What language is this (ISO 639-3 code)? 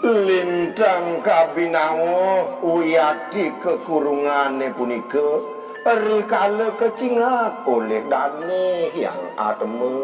ban